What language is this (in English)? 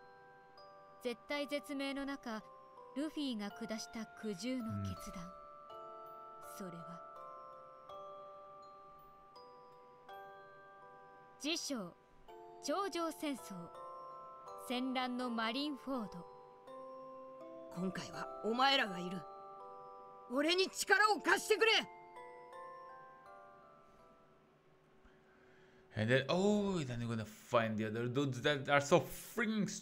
Japanese